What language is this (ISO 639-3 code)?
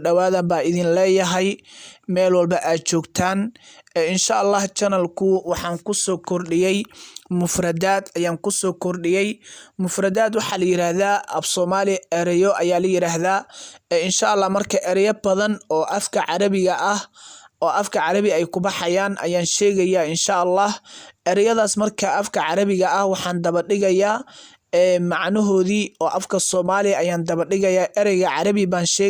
som